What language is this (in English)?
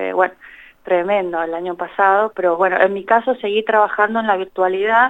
Spanish